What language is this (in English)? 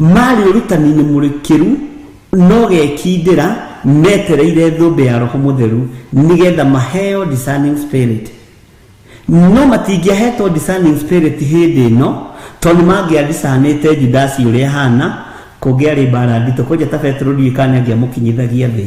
Kikuyu